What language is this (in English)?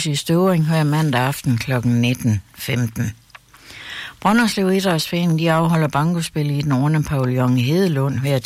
Danish